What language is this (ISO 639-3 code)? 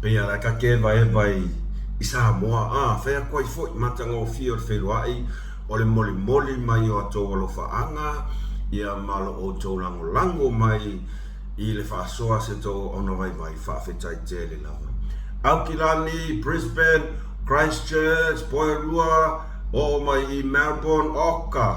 smo